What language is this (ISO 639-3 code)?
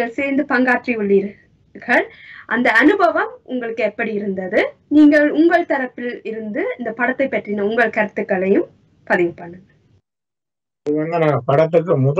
tam